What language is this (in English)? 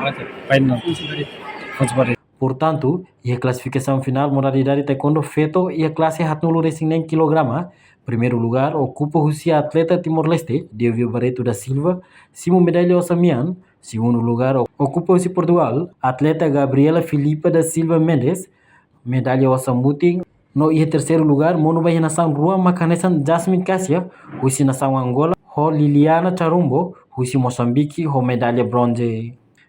Tetum